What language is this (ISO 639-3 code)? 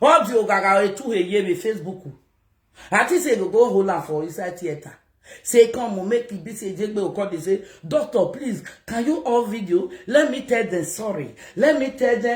pcm